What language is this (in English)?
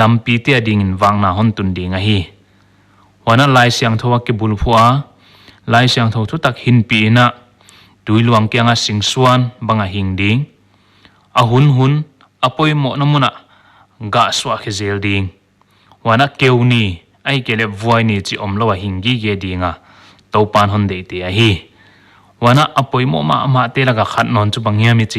Paite Chin